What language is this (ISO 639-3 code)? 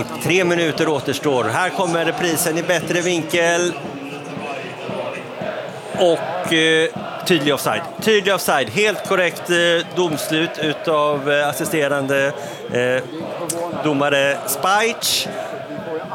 swe